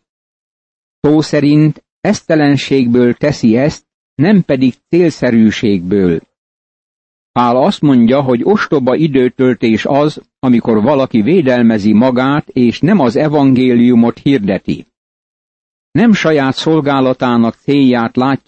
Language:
Hungarian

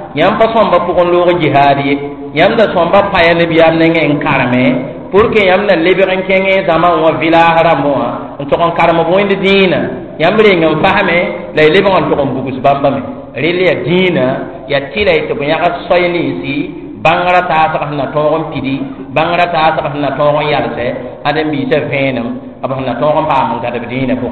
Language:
Mossi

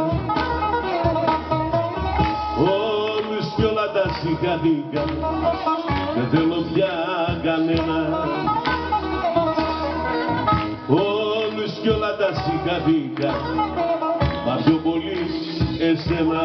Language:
Greek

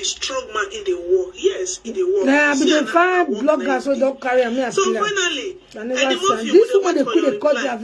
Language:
Nigerian Pidgin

